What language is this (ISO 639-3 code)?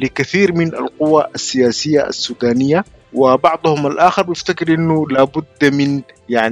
apd